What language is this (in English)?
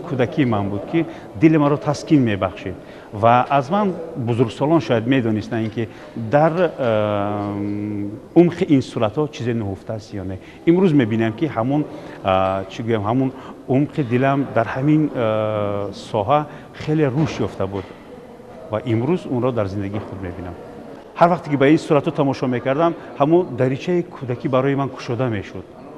Tajik